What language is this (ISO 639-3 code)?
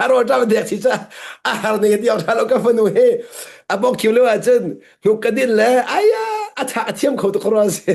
cnh